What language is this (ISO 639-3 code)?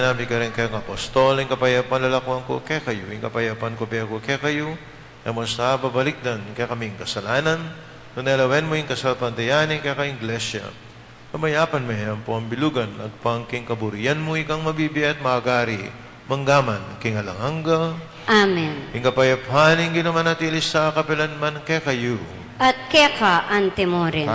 pam